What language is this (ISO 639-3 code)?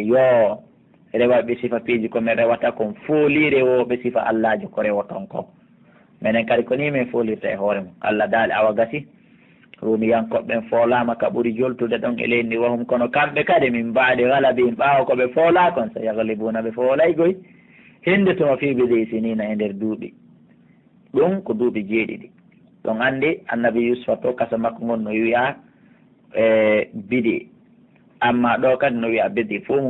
ful